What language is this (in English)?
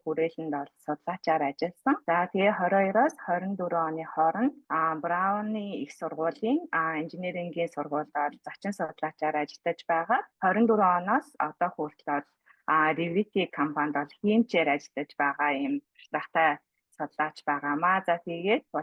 Mongolian